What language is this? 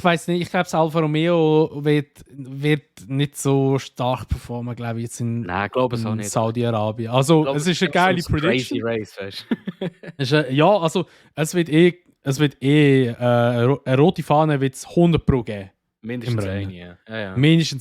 Swiss German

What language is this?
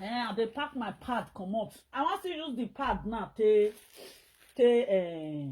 Nigerian Pidgin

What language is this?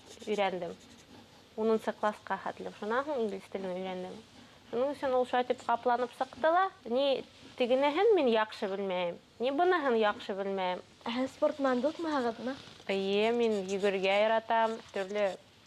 Bashkir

